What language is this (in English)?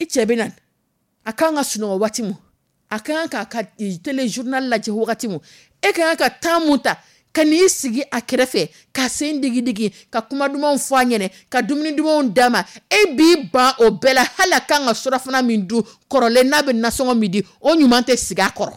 Dyula